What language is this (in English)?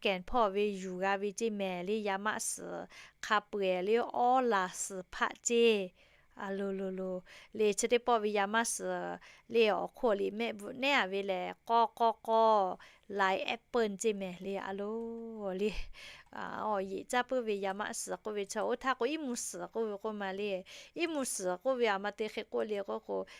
Lahu